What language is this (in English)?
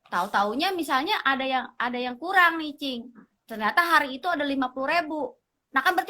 Betawi